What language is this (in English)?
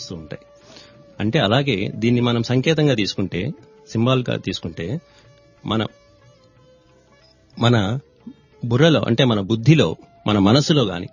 Telugu